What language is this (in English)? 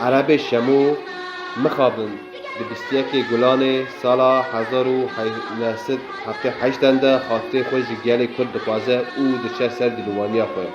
Kurdish